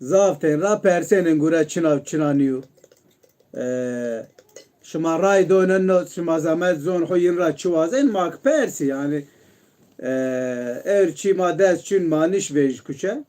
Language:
Zaza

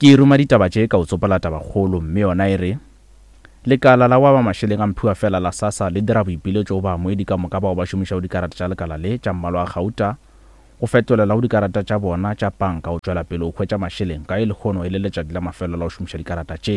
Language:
Northern Sotho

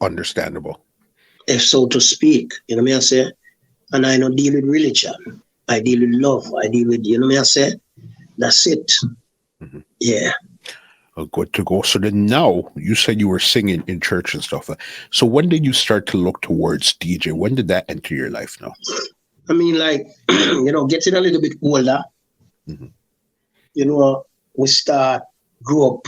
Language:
Jamaican Creole English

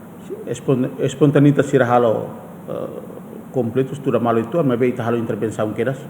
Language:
Tetum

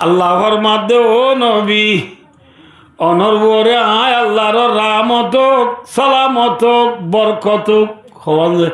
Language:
Rohingya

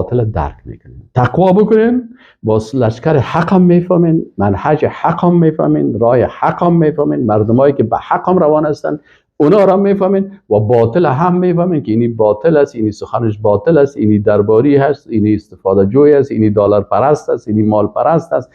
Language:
Persian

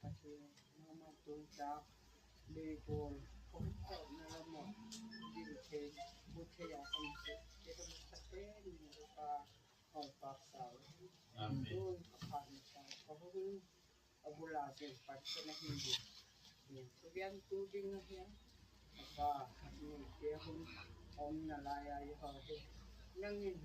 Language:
Gangte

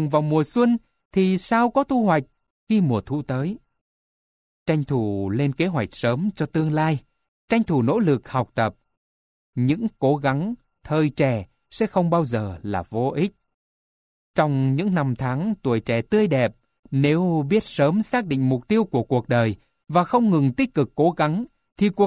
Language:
Vietnamese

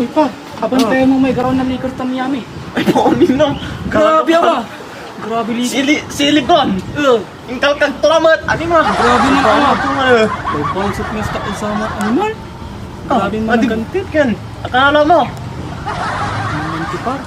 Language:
Pangasinan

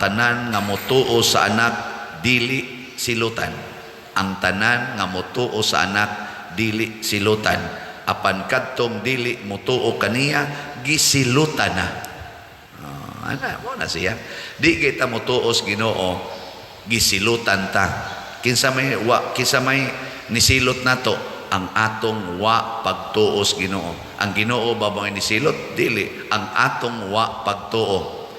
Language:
Cebuano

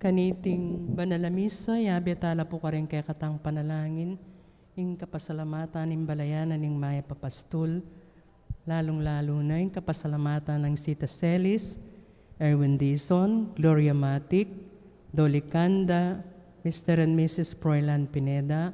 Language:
Pampanga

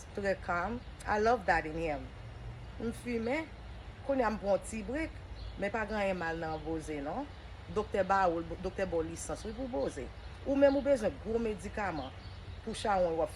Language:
Haitian Creole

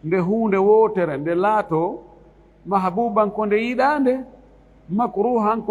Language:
Fula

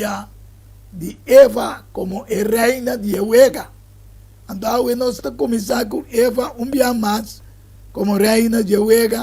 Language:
Papiamento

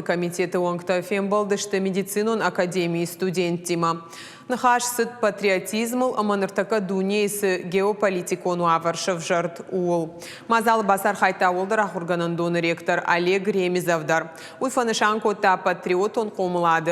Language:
Ossetic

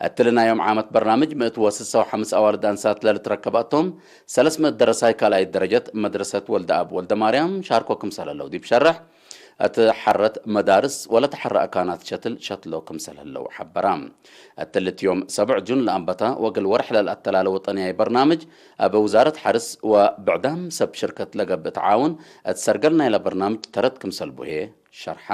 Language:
Tigre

